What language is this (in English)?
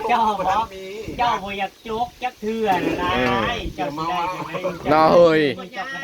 Northeastern Thai